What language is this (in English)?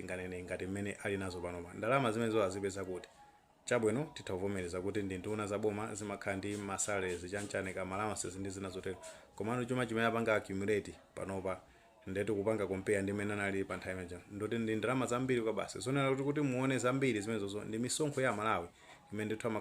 Nyanja